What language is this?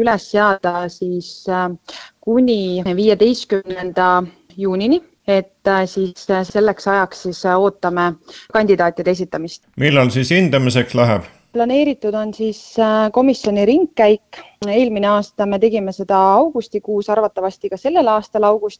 Estonian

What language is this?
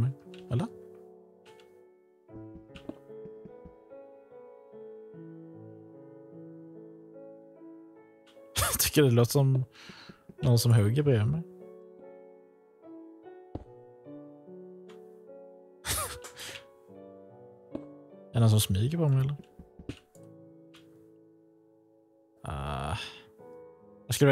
Swedish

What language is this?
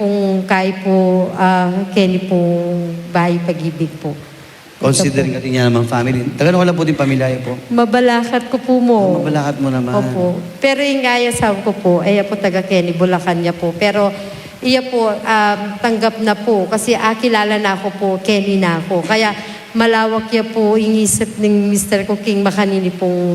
Pampanga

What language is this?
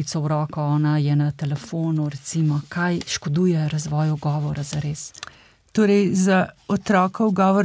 Slovenian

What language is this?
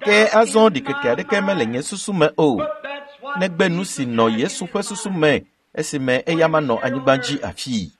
Ewe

